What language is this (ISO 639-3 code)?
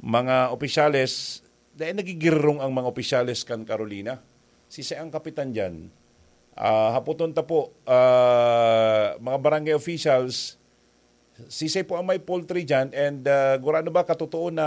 bik